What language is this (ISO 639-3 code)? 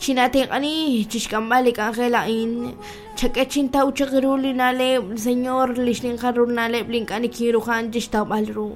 kek